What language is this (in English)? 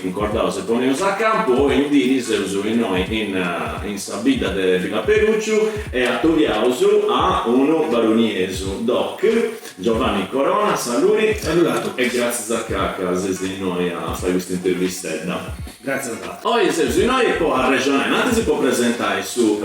Sardinian